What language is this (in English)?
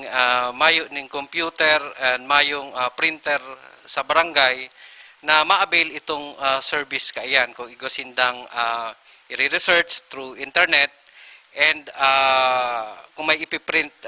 Bikol